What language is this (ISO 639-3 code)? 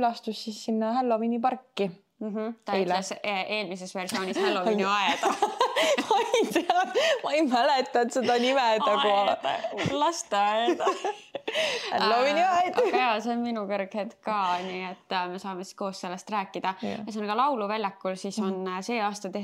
est